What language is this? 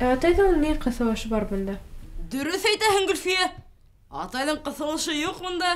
Bashkir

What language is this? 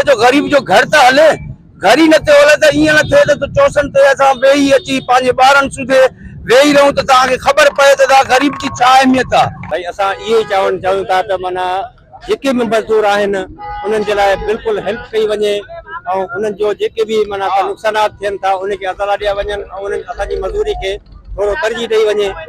Sindhi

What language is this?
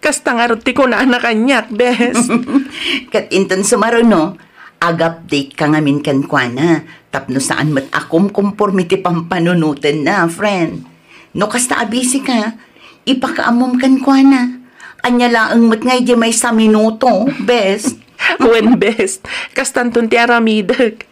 Iloko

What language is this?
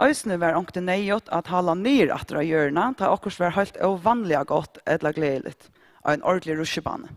Faroese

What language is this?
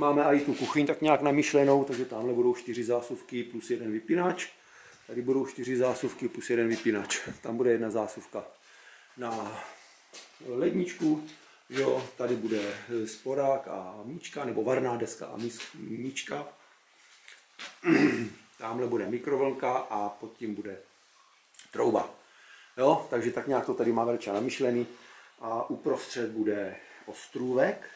Czech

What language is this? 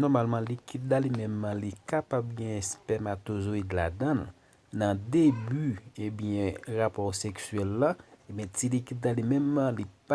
Haitian Creole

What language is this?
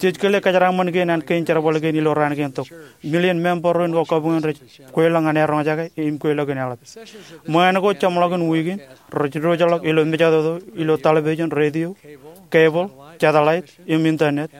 Marshallese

